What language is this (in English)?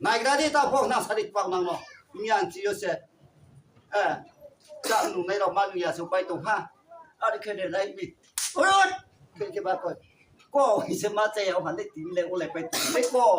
Riang (India)